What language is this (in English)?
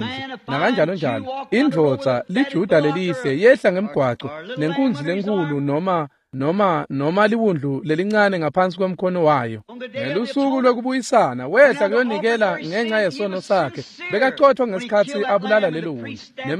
Swati